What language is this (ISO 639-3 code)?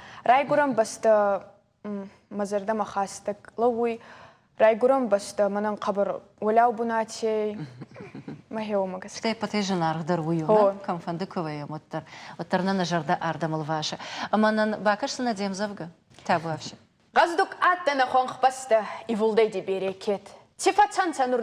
oss